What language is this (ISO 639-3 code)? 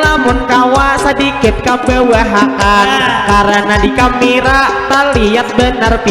bjn